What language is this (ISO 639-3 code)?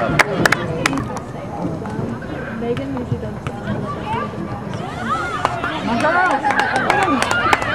eng